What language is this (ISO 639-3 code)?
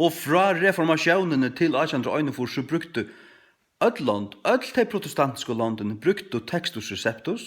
fao